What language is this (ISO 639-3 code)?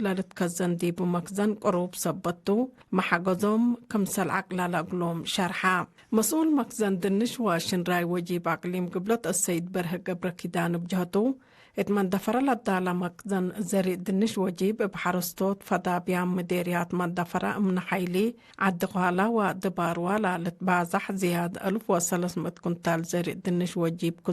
tig